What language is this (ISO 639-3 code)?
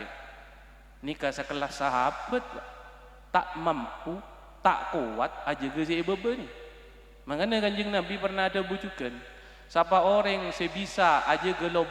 mad